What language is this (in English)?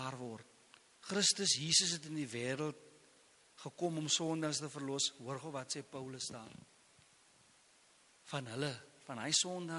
Afrikaans